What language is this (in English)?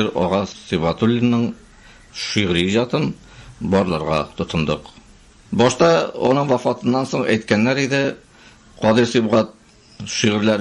Tatar